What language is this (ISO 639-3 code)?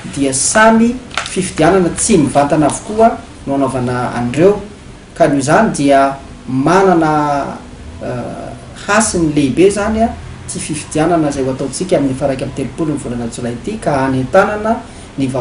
mlg